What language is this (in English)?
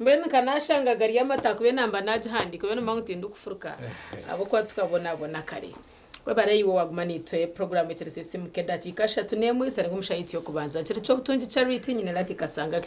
Nyankole